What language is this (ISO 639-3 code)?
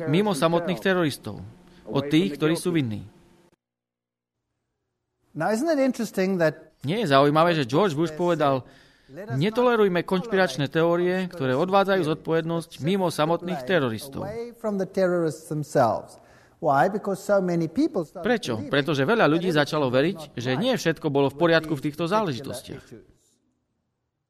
slk